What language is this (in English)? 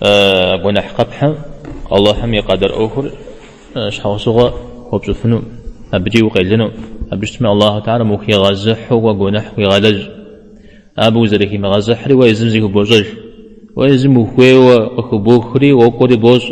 Kabardian